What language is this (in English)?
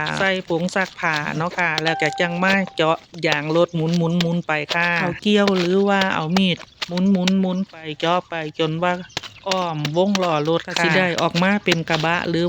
Northeastern Thai